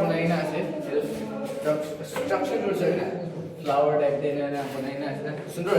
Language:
Naga Pidgin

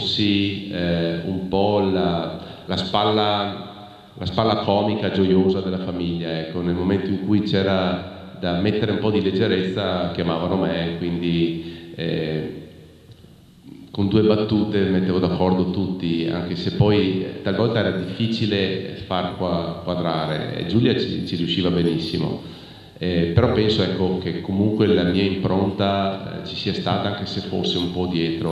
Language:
Italian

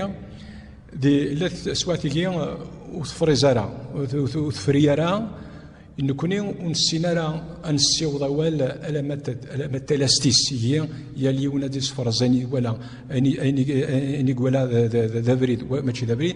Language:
Kabyle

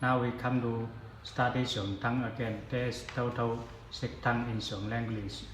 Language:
Zhuang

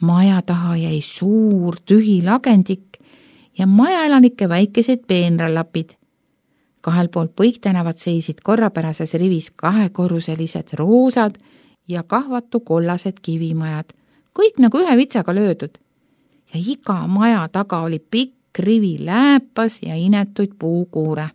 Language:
Estonian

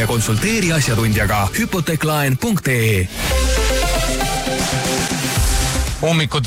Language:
Estonian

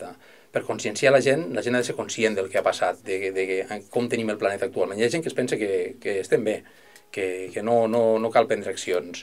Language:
Catalan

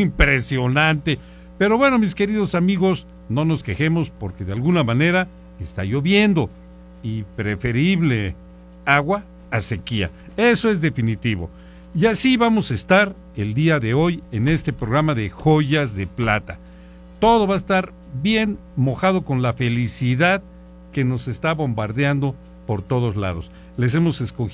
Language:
Spanish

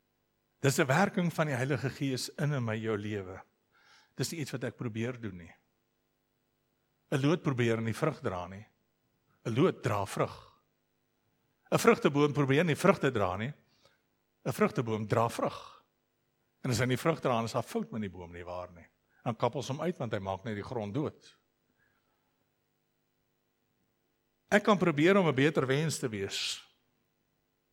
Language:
Afrikaans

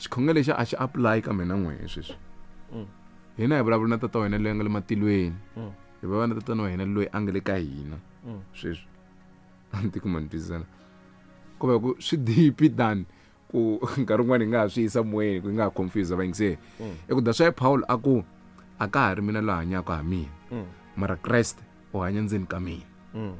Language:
Tsonga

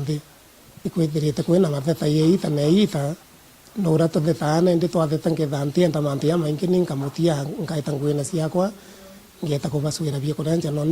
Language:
Meru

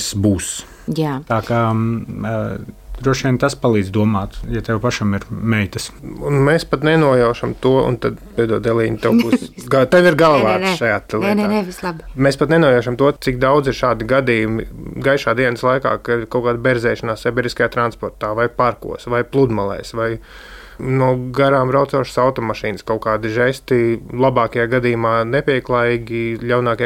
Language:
Latvian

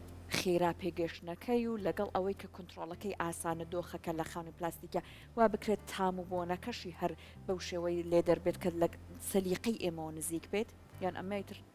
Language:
Central Kurdish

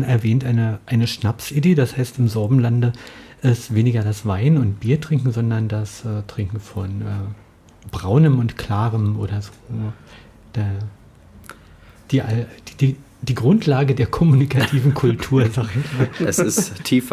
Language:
German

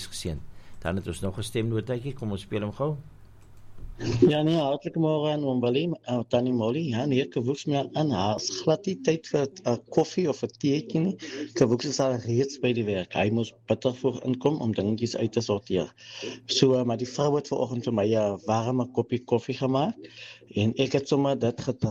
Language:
Afrikaans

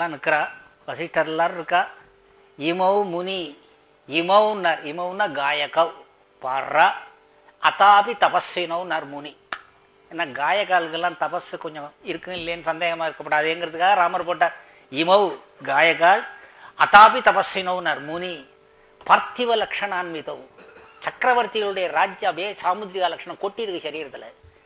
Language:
Tamil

